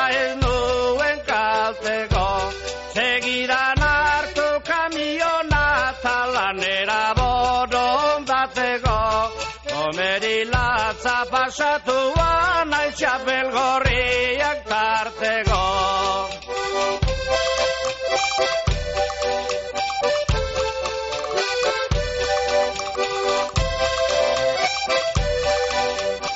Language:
Basque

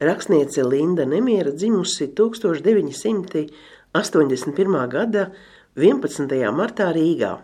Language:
Latvian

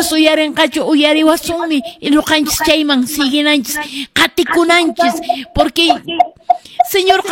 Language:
Quechua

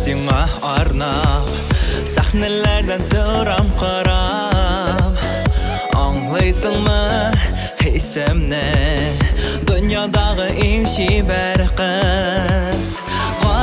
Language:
Tatar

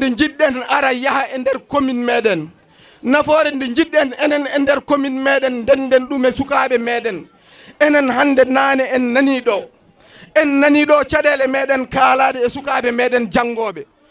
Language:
Fula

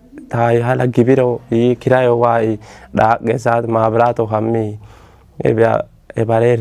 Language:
Kafa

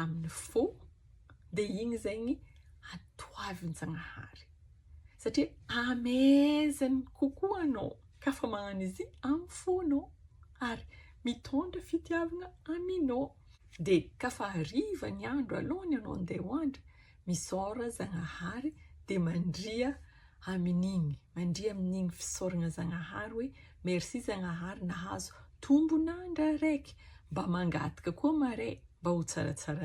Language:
Malagasy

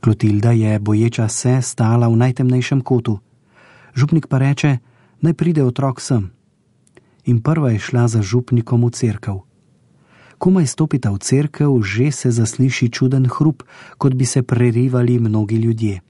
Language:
Slovenian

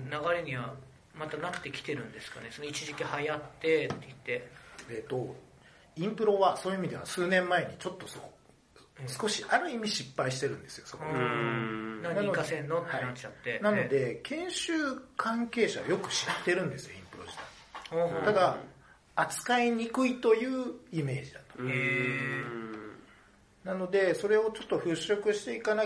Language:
Japanese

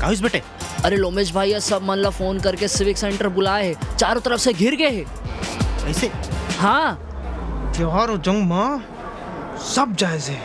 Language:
Chhattisgarhi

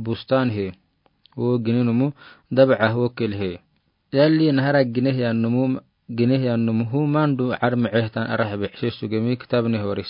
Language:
Afar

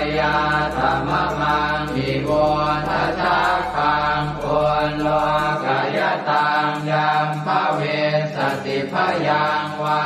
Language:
Pali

